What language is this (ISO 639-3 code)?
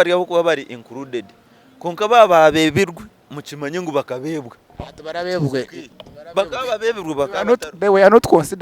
nyn